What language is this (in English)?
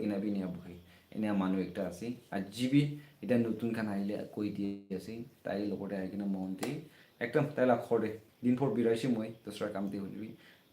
Naga Pidgin